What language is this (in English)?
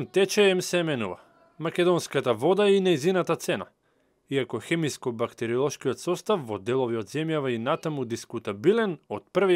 Macedonian